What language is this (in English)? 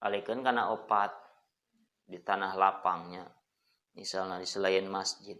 Sundanese